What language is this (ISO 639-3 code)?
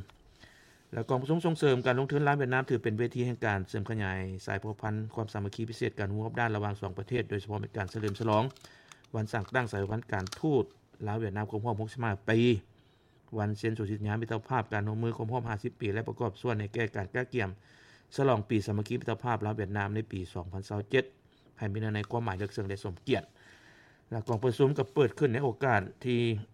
lao